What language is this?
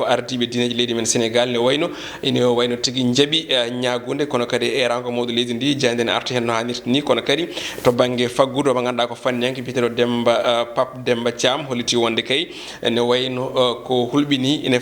Fula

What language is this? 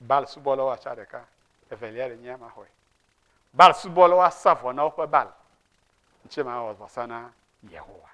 Ewe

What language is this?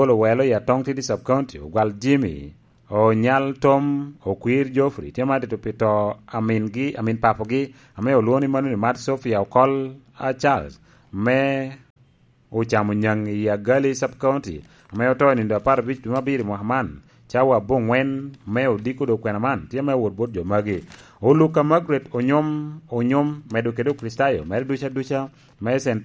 Lango (Uganda)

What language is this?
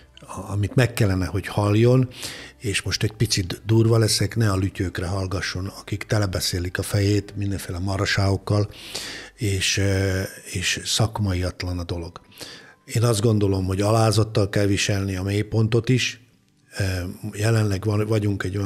Hungarian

